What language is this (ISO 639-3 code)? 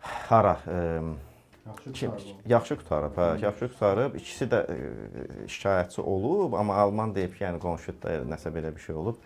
aze